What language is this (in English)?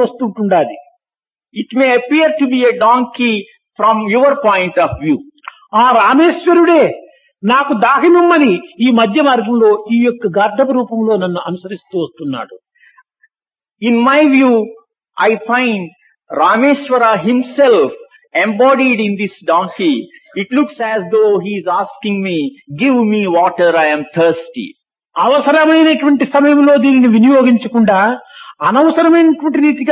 Telugu